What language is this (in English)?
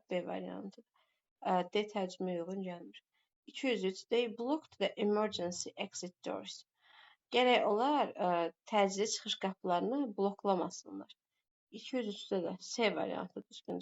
Azerbaijani